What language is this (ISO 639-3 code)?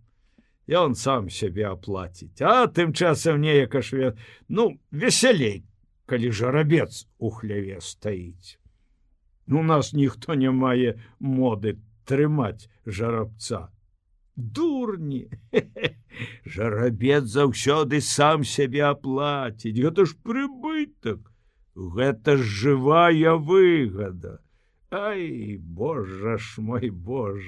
bel